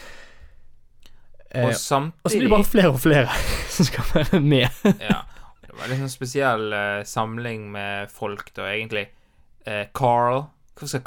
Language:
Norwegian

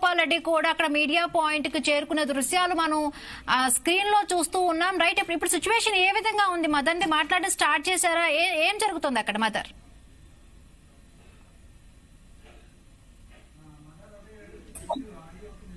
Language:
Telugu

